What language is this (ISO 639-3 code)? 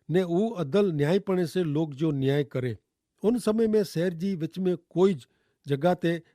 kfr